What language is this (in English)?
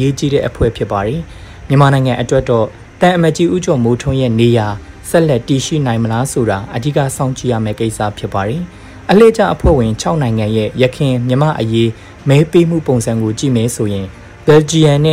Burmese